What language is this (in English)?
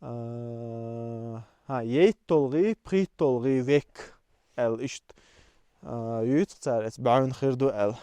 Chechen